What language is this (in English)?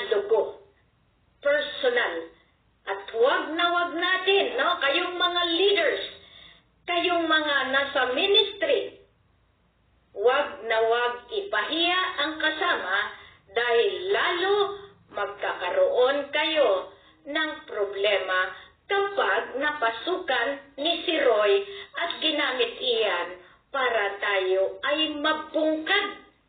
Filipino